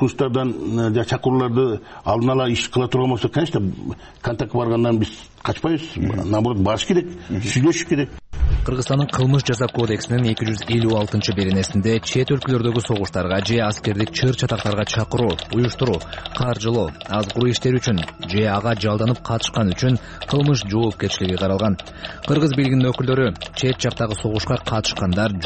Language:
Kyrgyz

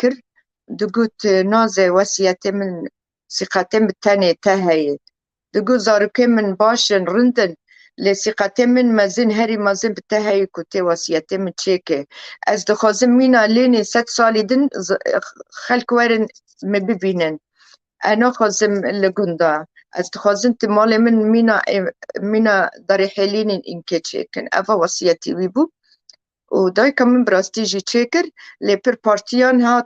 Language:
Kurdish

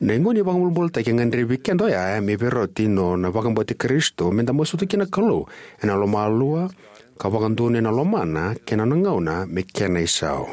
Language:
Fijian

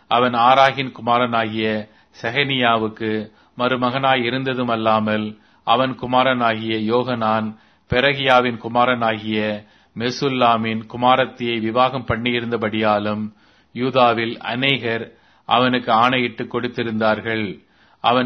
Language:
Tamil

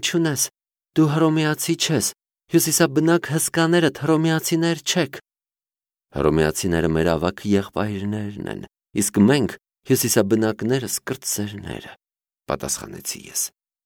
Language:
Armenian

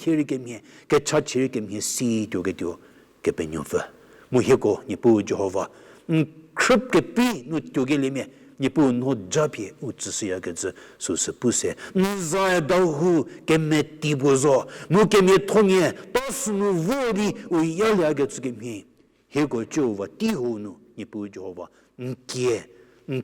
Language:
Angami Naga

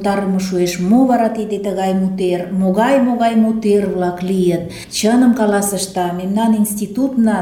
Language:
Mari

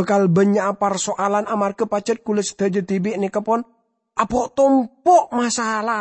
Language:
Madurese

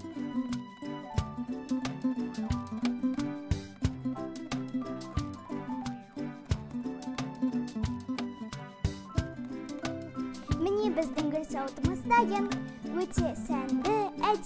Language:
Kazakh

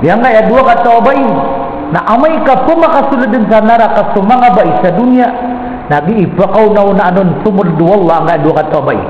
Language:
Maranao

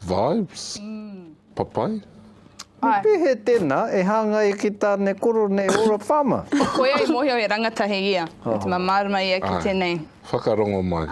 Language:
Māori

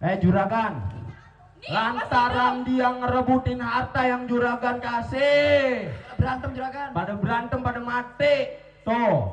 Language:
Betawi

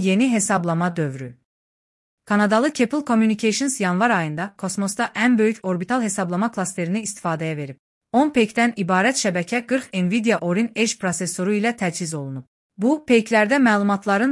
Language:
Azerbaijani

